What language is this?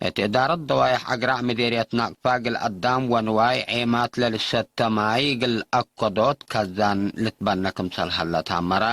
Tigre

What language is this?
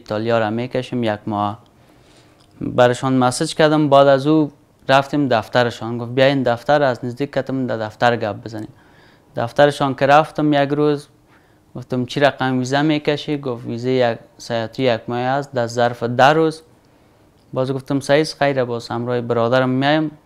Persian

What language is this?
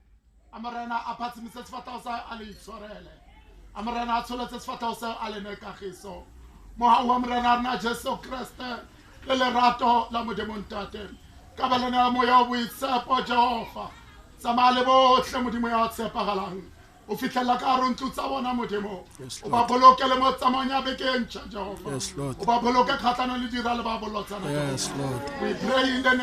Tswana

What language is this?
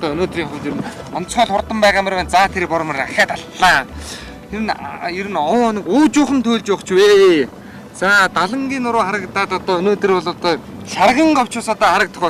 Mongolian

